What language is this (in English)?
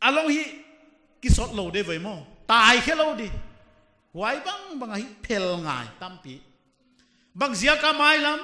Paite Chin